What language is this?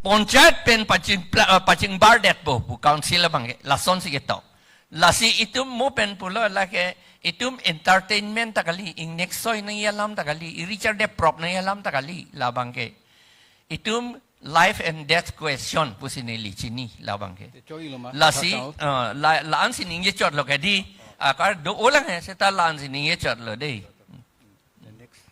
Karbi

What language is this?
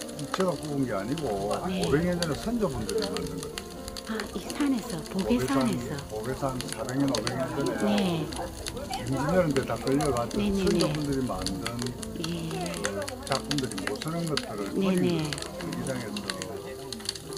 Korean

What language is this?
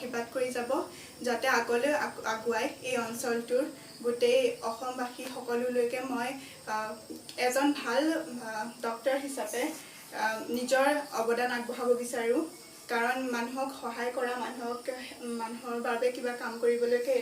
Assamese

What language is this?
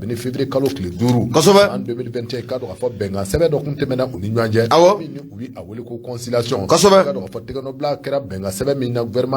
Bambara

